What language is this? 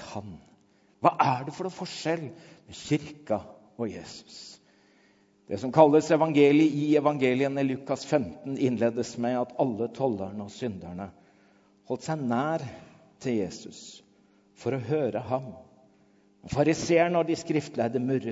Norwegian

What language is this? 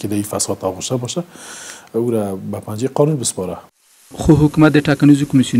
Pashto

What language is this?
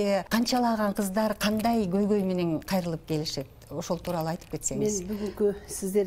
Kyrgyz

